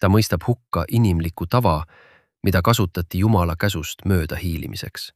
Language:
Estonian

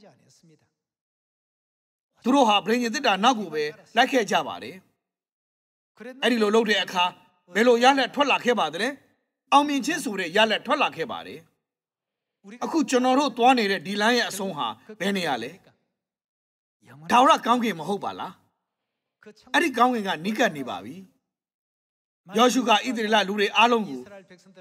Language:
Burmese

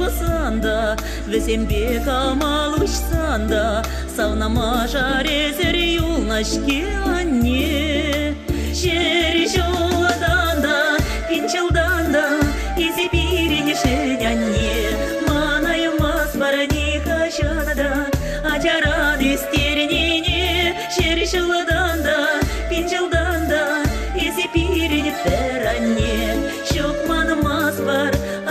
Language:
Chuvash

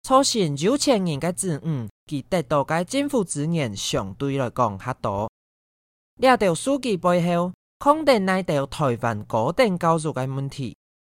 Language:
Hakka Chinese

